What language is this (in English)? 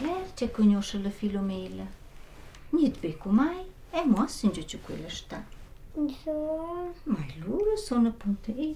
Romansh